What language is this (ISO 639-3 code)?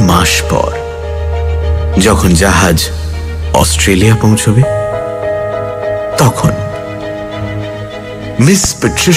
ben